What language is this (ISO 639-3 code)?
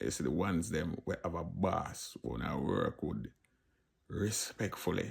jam